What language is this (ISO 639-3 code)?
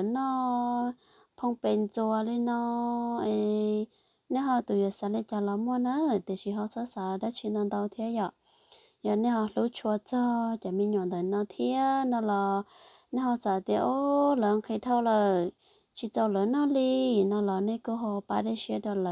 hmn